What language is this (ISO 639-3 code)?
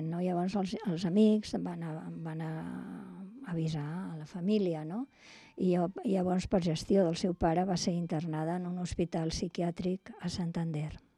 cat